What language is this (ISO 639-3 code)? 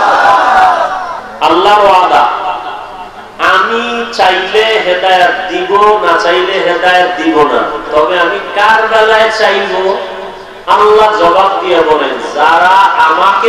ben